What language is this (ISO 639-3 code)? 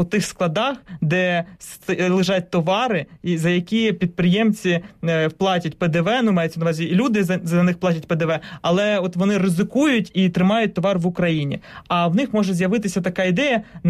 ukr